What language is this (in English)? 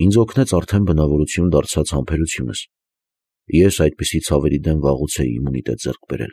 Armenian